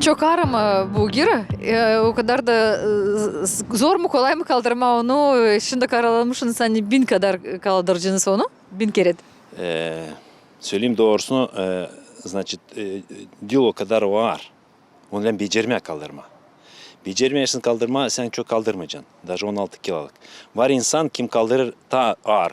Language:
Gagauz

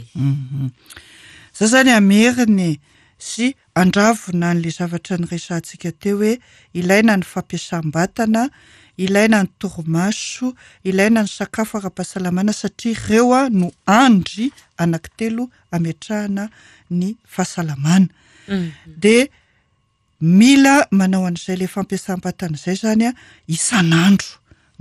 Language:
Malagasy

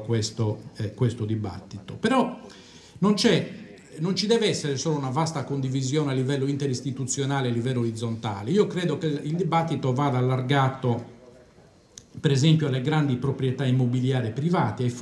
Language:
Italian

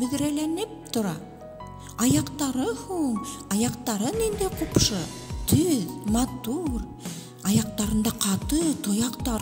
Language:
Bashkir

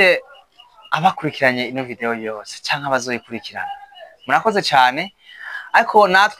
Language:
Rundi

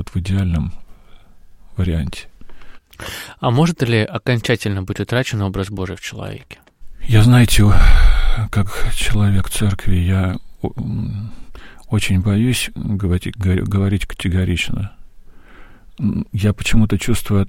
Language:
Russian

